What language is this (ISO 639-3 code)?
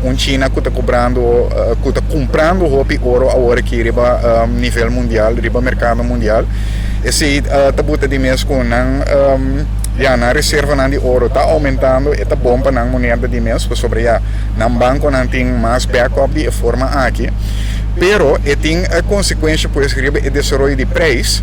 pap